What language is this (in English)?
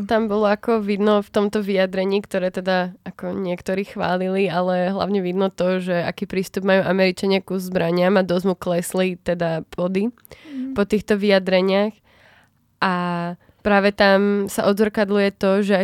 Slovak